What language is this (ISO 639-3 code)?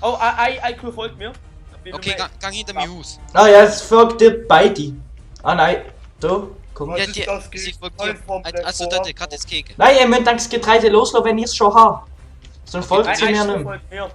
gsw